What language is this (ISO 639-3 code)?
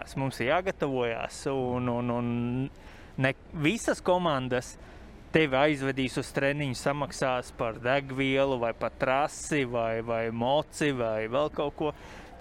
lav